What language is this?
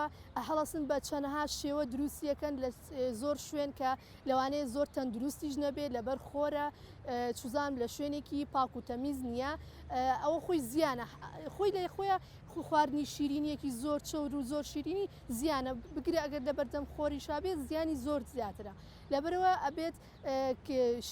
Central Kurdish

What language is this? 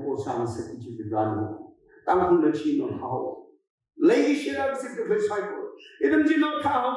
Tangkhul Naga (India)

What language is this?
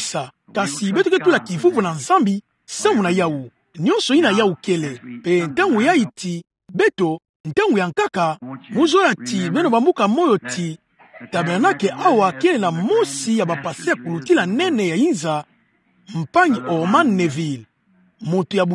Kituba (Democratic Republic of Congo)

